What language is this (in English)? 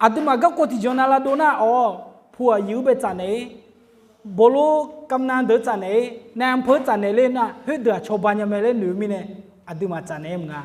Akha